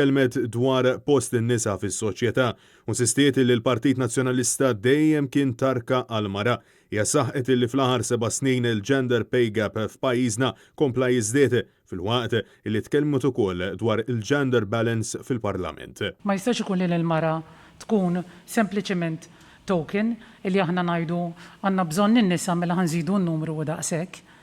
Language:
Maltese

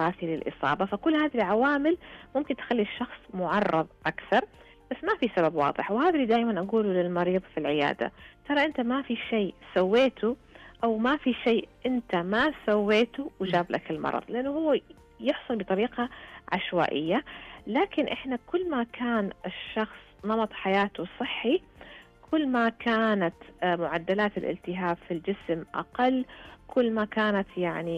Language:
Najdi Arabic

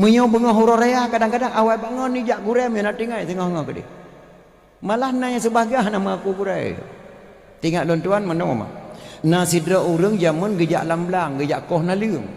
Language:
Achinese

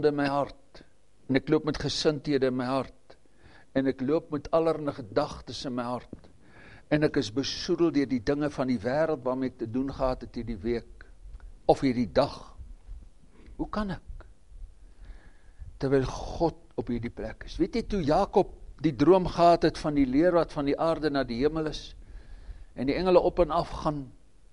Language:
Afrikaans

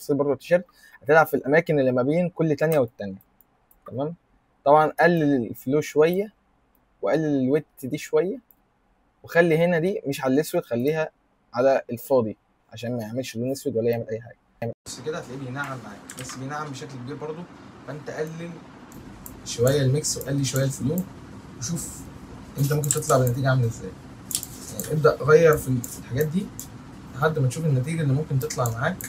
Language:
Egyptian Arabic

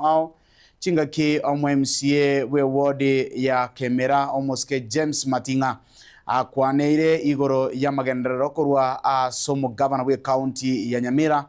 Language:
Gusii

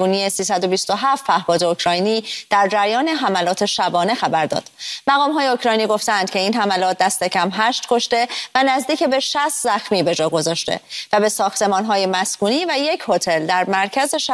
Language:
Persian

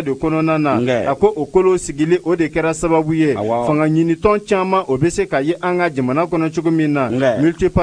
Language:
Bambara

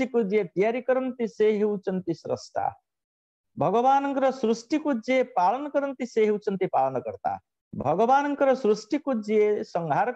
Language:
Odia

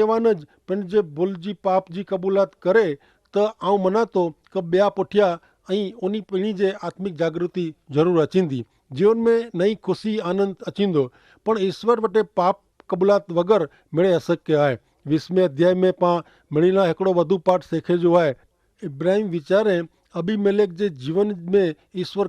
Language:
Kachhi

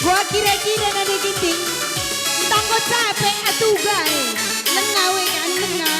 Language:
Batak Karo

